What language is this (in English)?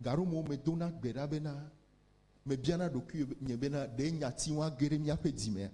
Ewe